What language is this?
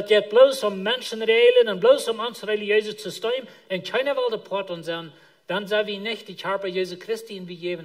Plautdietsch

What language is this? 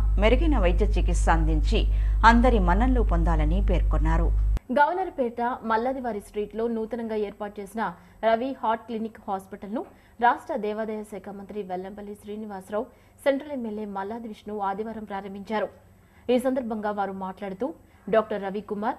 Telugu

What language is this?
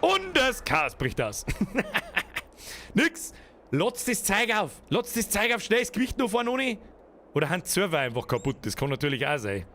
Bavarian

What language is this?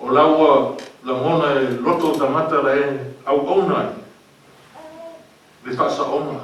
Samoan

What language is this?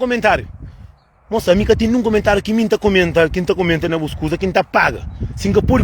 Kabuverdianu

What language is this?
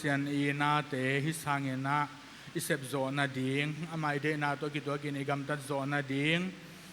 Tedim Chin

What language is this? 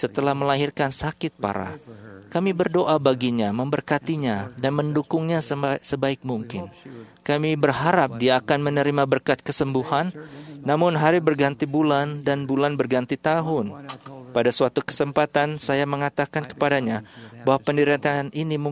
Indonesian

